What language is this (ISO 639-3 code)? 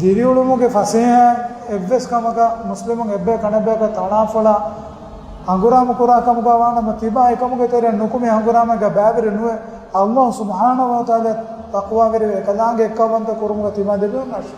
div